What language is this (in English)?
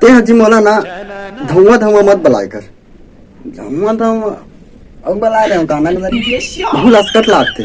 Chhattisgarhi